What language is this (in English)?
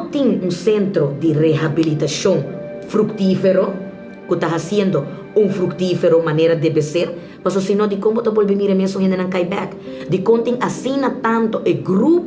Papiamento